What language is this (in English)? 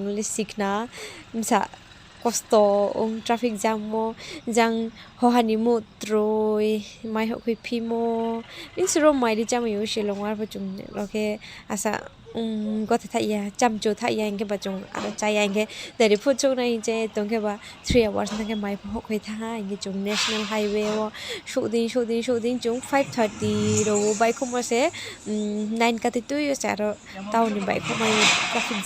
Riang (India)